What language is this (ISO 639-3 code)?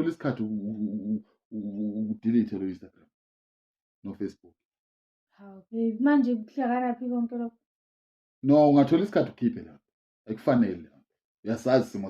zul